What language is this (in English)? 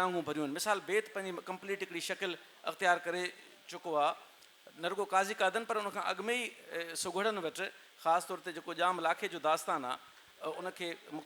Sindhi